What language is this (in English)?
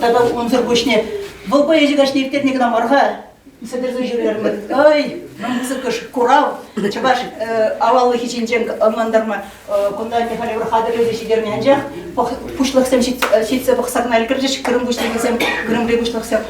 Chuvash